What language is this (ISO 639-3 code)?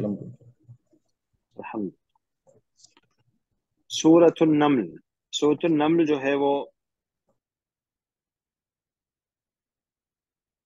urd